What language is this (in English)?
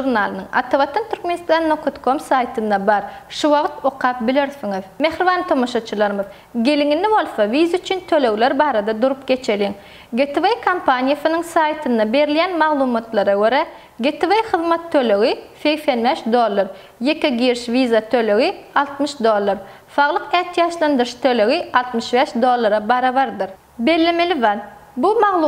Turkmen